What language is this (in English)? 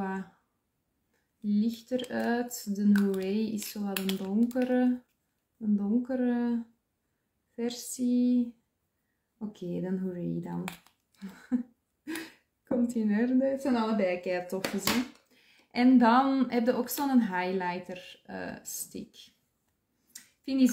Dutch